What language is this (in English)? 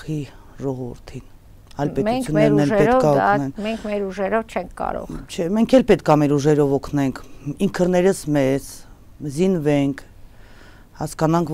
Armenian